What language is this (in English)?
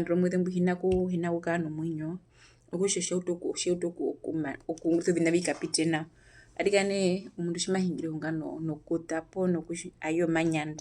Herero